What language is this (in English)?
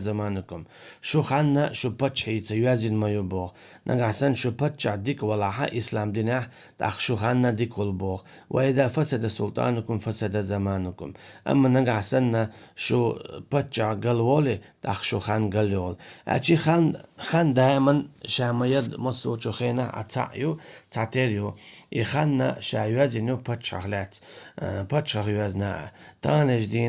Chechen